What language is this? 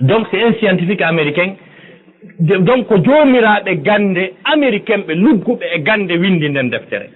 Fula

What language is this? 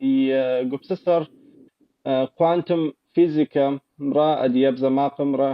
Kabardian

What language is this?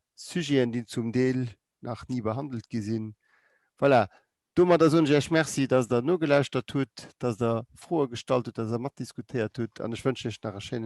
Luxembourgish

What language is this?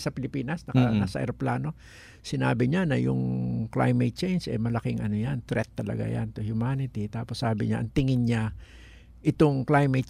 Filipino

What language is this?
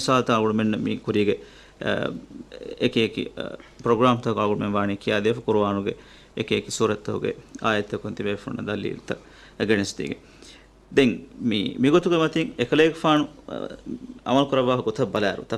Divehi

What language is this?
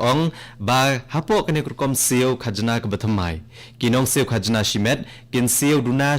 Khasi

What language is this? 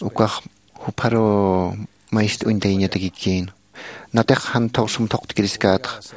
Aymara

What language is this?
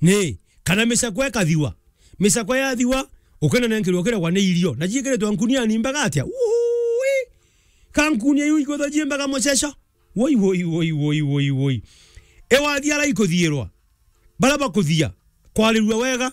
Meru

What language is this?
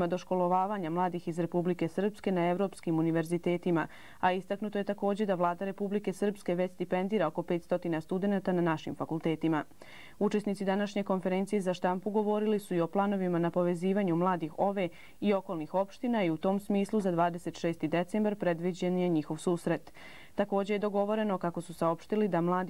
Serbian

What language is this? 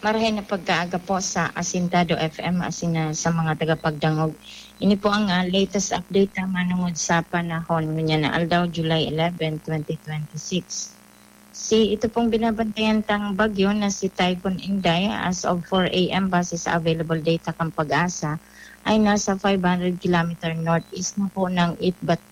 Bikol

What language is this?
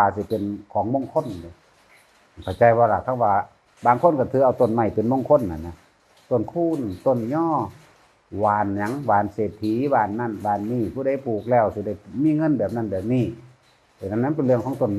Northeastern Thai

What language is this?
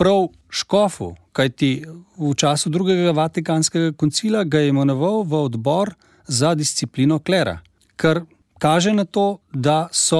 Slovenian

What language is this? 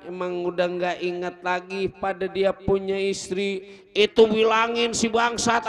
Betawi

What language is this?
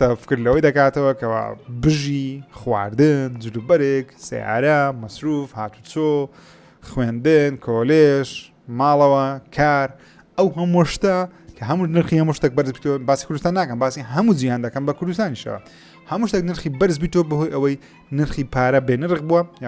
Central Kurdish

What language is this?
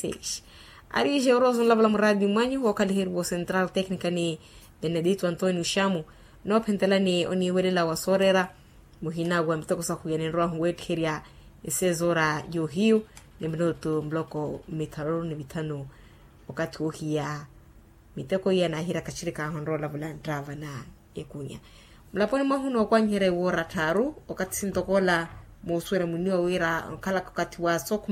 Makhuwa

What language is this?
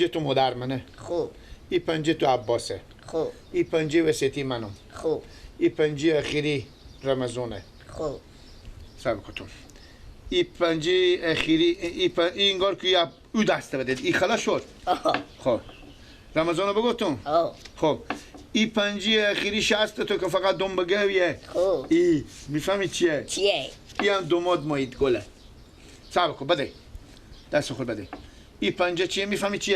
Persian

